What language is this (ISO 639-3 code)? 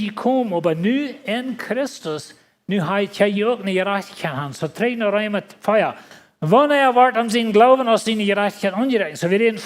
pdt